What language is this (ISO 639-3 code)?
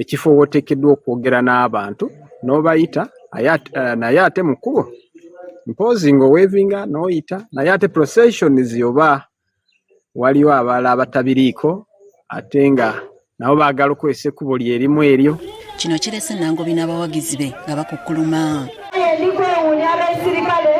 lug